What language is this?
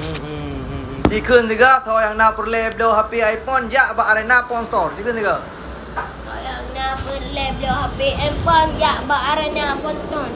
Achinese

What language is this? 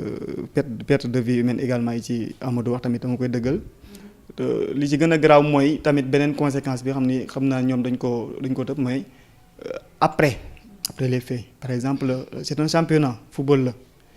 Wolof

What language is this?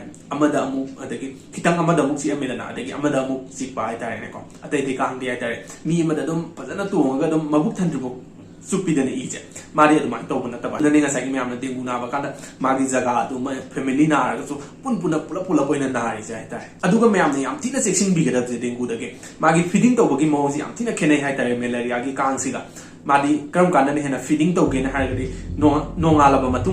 Manipuri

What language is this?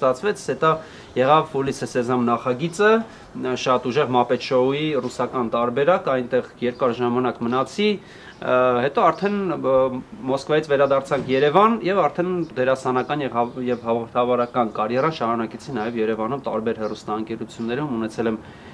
Armenian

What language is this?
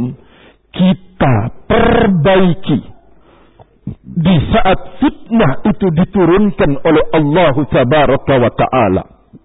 Indonesian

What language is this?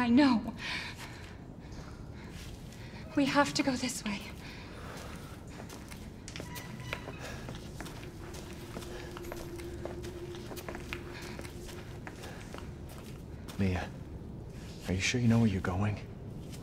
English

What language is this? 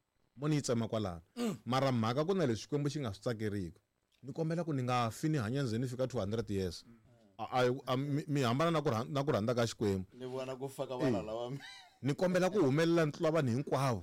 Tsonga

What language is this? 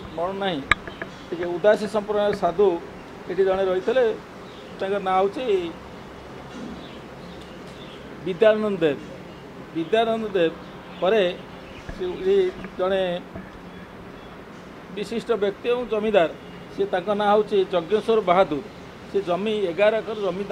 Odia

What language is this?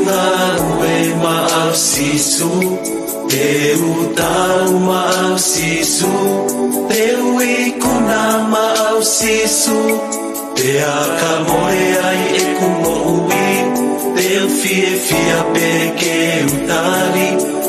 Tongan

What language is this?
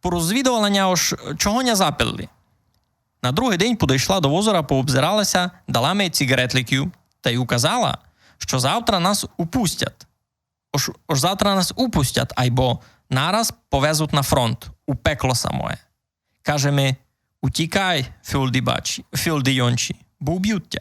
Rusyn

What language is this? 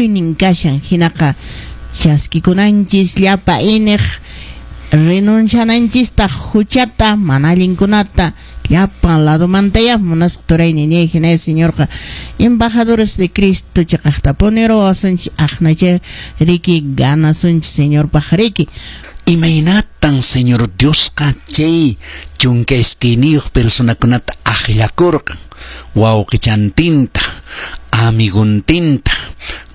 Quechua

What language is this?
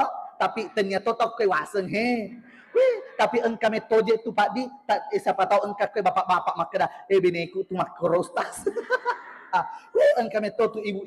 Buginese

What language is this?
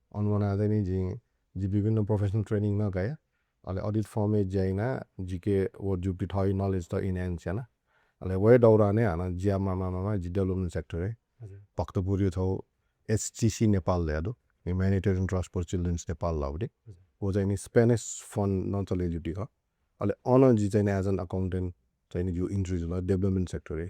Newari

